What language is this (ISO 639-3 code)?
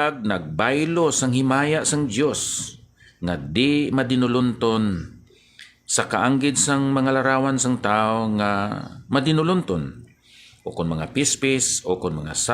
hil